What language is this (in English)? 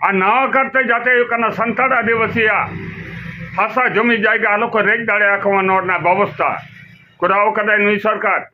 Santali